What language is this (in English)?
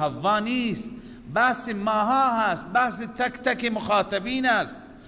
Persian